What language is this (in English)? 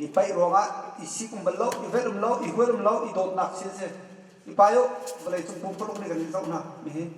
Hakha Chin